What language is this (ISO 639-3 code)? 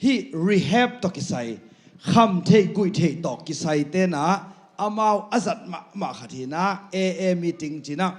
ctd